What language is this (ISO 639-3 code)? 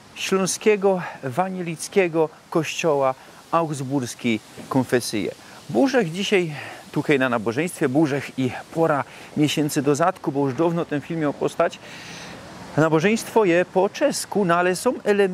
szl